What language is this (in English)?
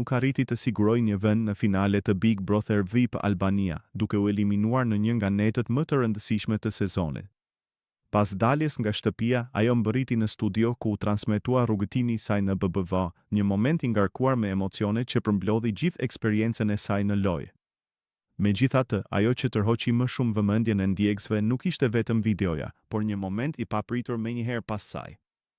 Albanian